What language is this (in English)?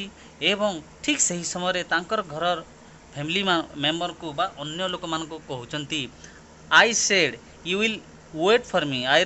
Odia